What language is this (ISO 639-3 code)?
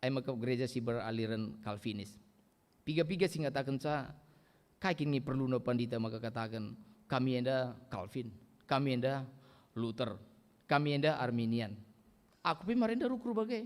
btx